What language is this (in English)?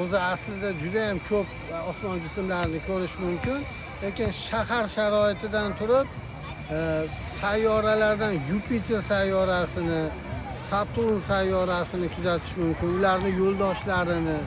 Uzbek